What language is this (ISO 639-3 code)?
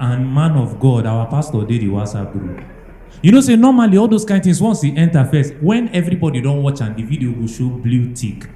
pcm